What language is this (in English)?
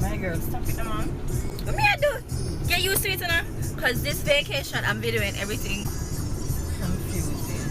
Jamaican Creole English